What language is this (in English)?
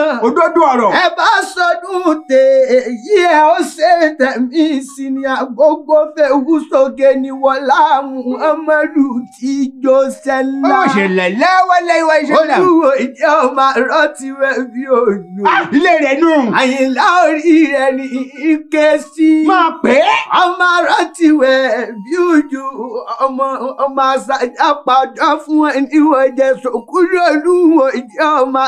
Yoruba